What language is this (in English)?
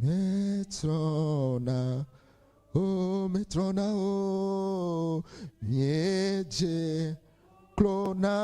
Ewe